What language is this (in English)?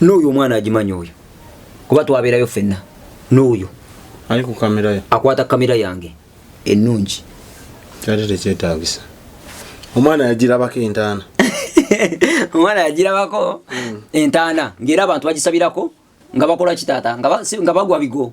Ganda